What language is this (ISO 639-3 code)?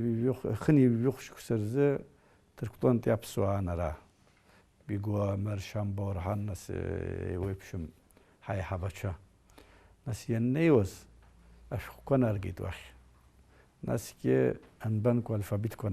abk